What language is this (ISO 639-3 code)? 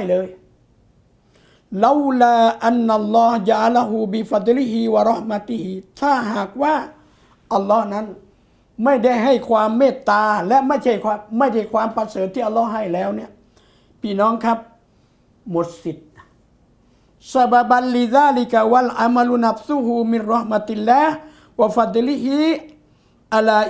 tha